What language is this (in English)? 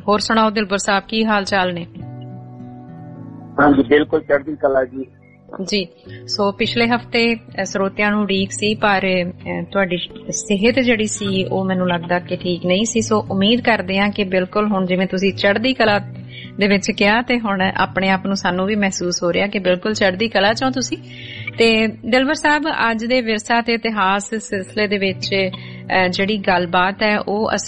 Punjabi